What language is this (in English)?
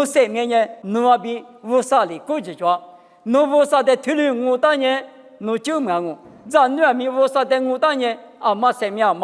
Lisu